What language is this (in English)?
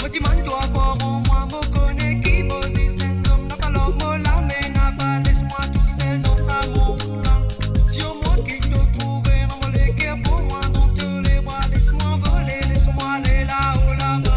Morisyen